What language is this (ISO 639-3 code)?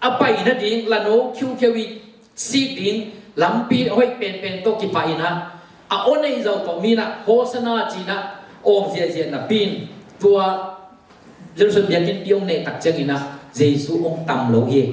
ctd